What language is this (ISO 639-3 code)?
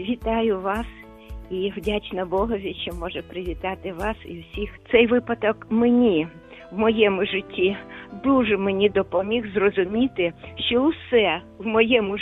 ukr